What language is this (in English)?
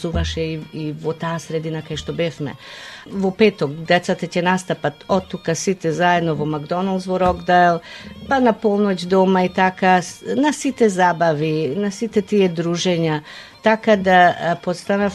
Macedonian